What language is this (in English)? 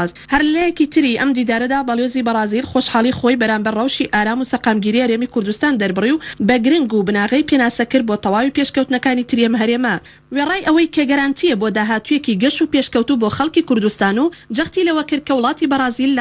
Central Kurdish